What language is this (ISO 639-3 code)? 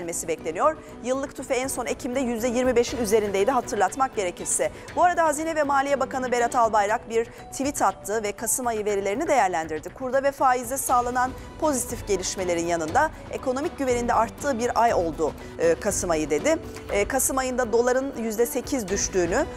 tur